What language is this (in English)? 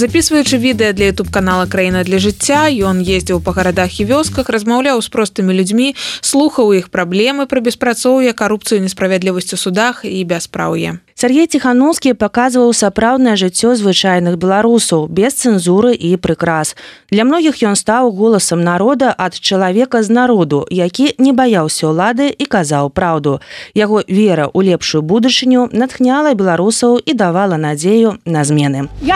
Belarusian